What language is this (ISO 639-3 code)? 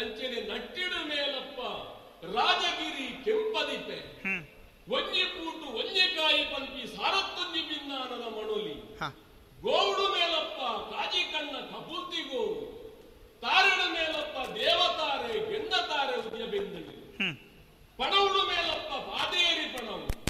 tcy